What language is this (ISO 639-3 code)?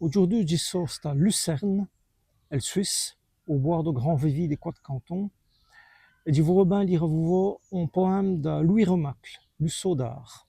wln